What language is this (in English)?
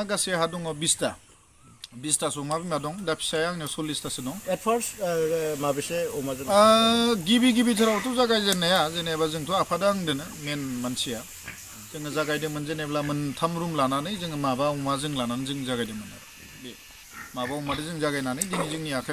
Bodo